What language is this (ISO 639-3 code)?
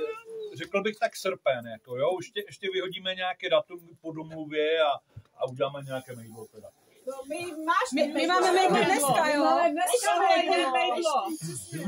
ces